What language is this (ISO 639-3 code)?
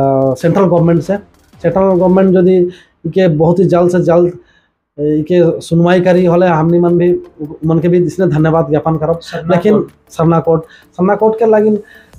sck